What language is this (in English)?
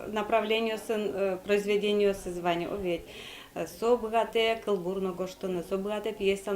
Udmurt